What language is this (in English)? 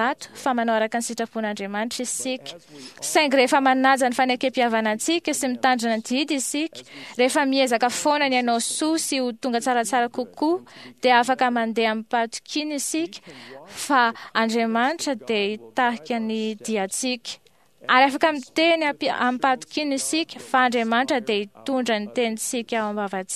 Malagasy